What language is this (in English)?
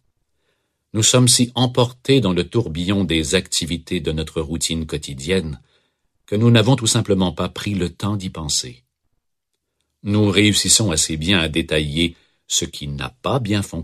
French